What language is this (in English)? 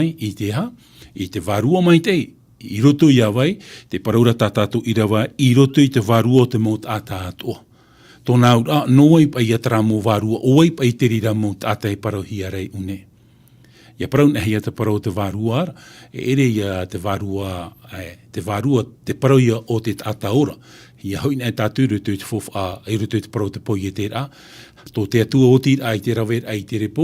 Tahitian